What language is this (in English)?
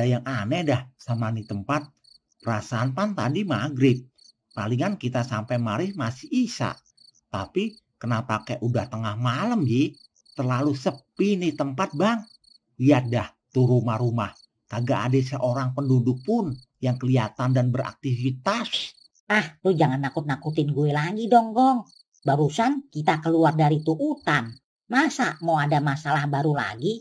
Betawi